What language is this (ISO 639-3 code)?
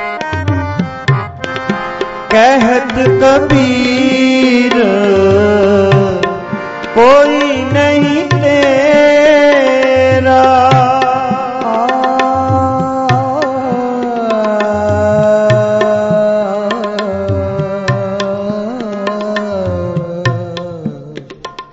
pan